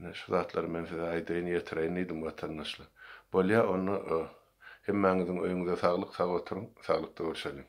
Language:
Turkmen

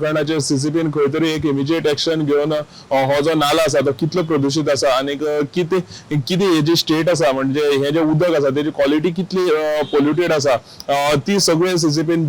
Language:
Konkani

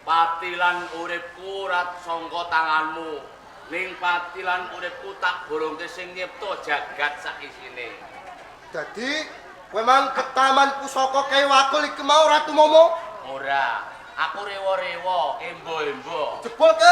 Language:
Javanese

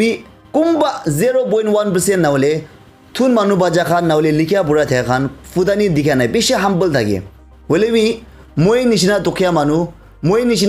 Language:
Naga Pidgin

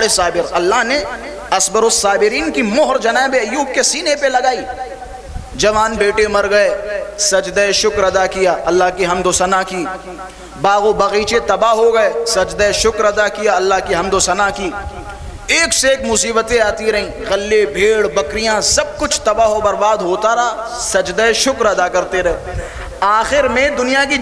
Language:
Urdu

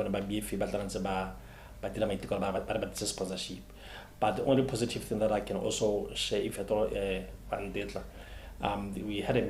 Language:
Tswana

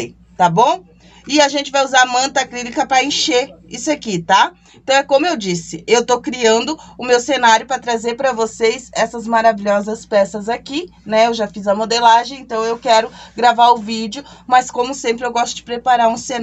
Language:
Portuguese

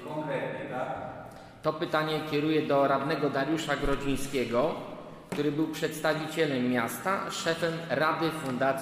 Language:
Polish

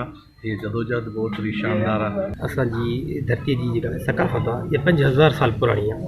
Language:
Sindhi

